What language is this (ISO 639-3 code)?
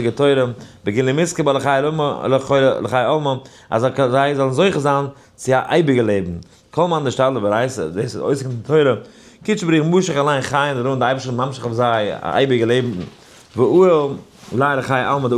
yid